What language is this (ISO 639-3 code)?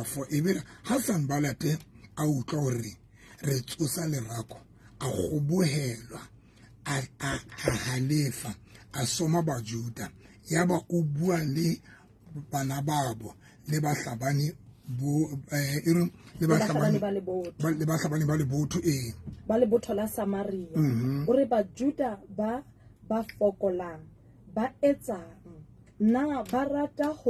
sot